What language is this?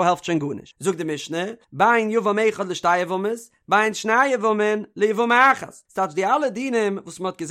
Yiddish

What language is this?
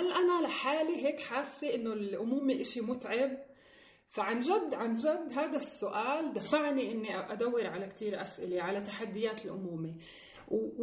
North Levantine Arabic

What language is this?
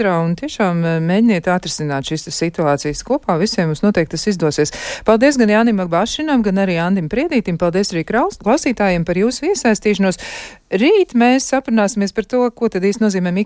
Latvian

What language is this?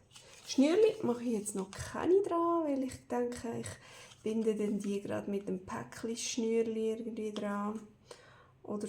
Swiss German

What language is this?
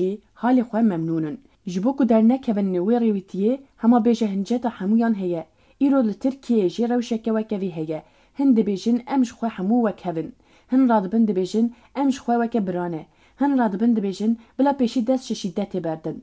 Kurdish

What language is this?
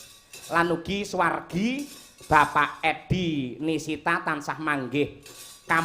Javanese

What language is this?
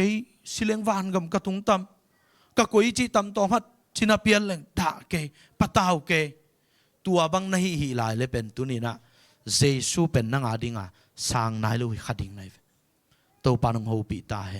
Tedim Chin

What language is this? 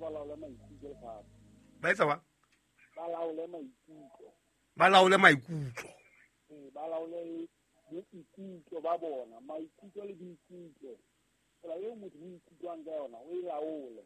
Southern Sotho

